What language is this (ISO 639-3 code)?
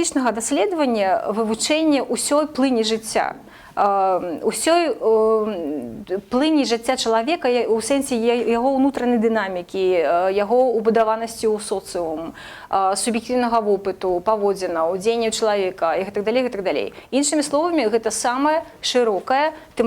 bel